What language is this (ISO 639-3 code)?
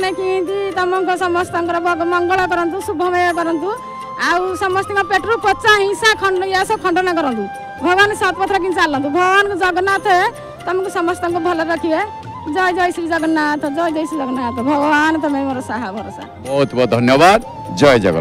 ori